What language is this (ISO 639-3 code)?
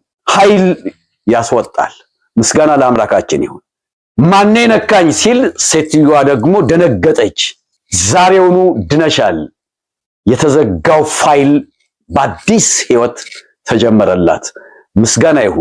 amh